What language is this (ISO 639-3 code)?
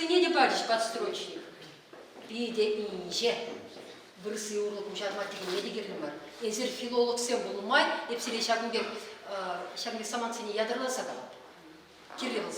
chv